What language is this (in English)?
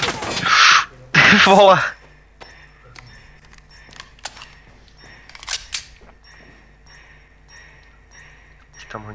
Czech